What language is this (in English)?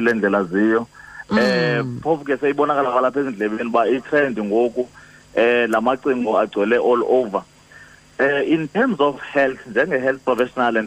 Xhosa